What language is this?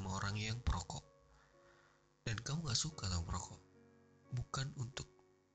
Indonesian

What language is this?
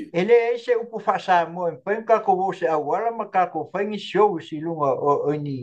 Samoan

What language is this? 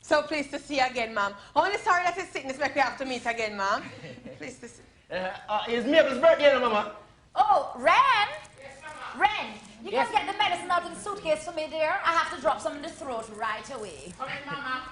Jamaican Creole English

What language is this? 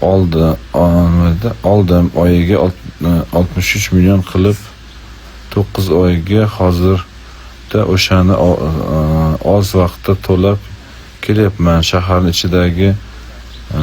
Uzbek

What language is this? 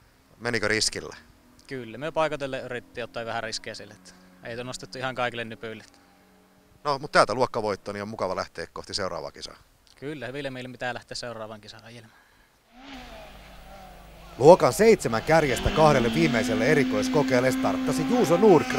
Finnish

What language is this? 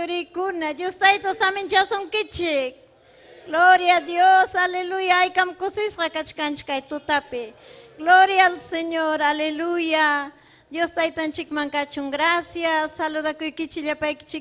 Ayacucho Quechua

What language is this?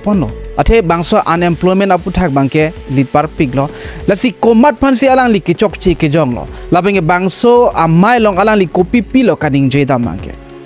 Karbi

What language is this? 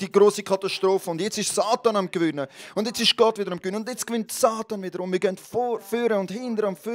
Swiss German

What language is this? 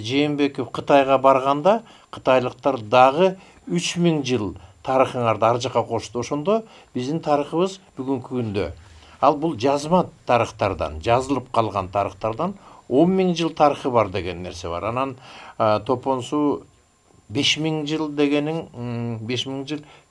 Kyrgyz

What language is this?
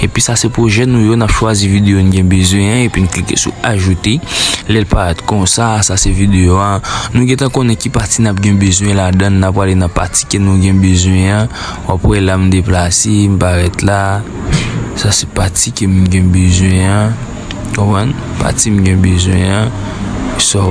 Haitian Creole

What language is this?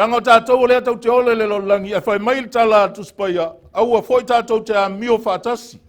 Samoan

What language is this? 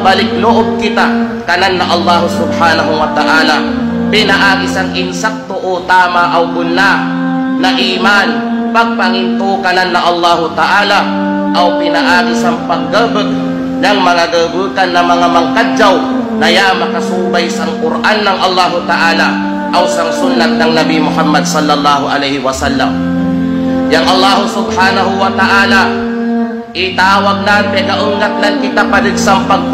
Kalagan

